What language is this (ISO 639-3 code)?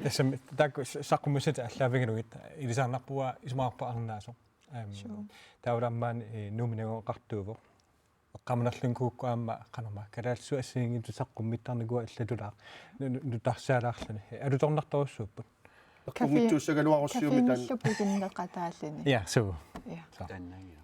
kal